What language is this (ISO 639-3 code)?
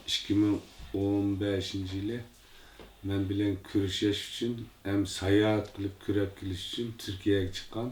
uig